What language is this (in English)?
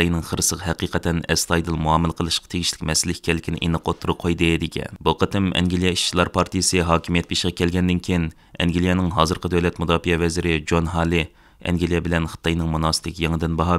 Uyghur